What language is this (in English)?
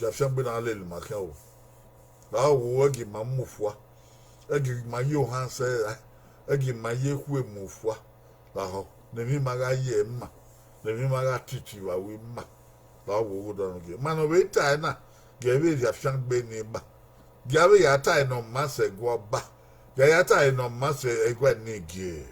Bini